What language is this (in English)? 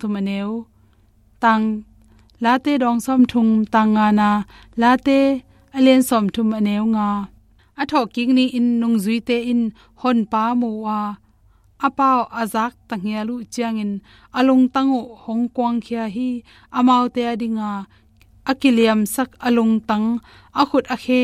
Tedim Chin